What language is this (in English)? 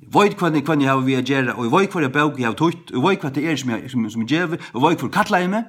Faroese